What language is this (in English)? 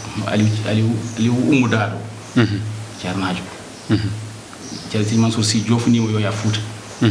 Fula